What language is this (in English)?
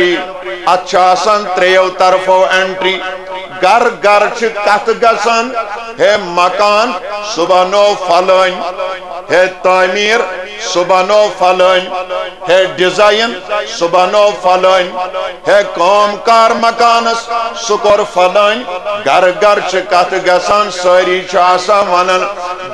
Kashmiri